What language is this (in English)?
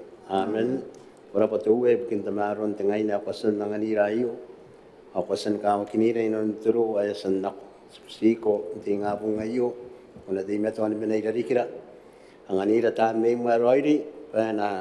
Gilbertese